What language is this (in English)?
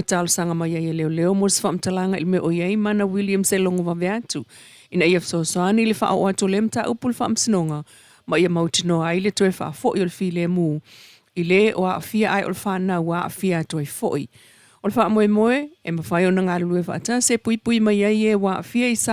Samoan